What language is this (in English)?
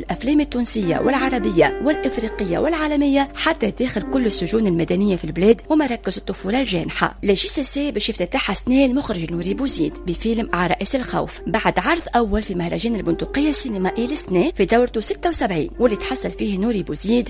Tunisian Arabic